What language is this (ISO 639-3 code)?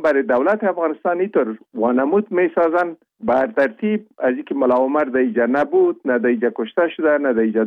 fas